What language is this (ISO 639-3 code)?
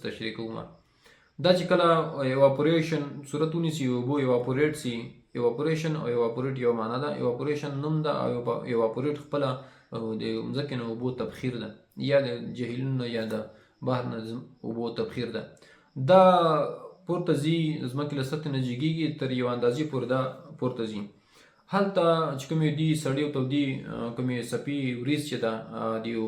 pus